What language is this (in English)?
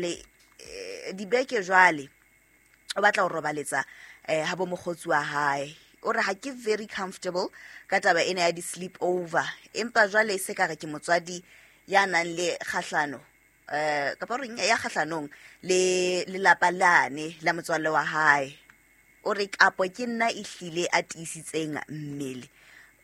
Southern Sotho